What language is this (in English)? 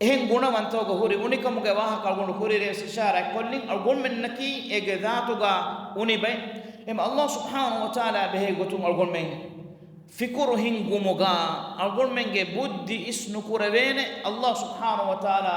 Divehi